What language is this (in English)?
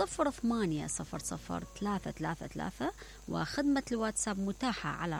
Mesopotamian Arabic